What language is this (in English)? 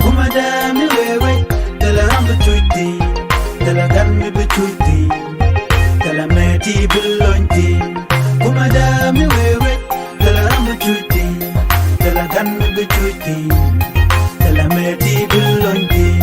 Nuer